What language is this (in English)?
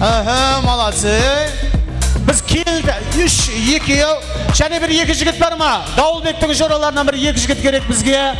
Kara-Kalpak